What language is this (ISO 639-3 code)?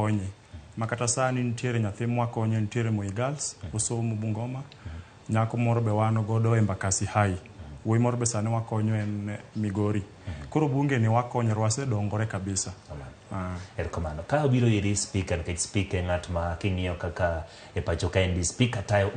luo